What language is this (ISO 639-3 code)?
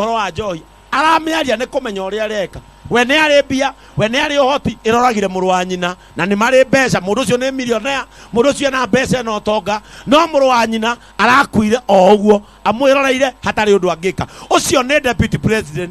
kik